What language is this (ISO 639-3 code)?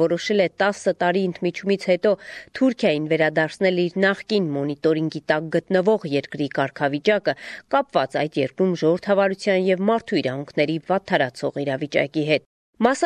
hye